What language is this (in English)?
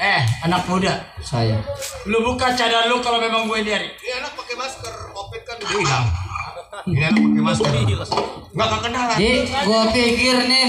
Betawi